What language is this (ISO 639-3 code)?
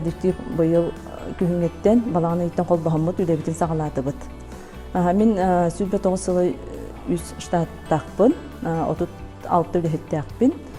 sah